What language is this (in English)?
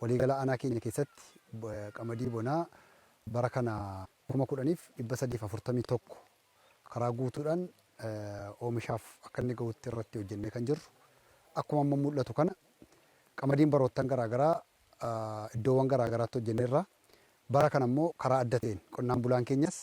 Oromo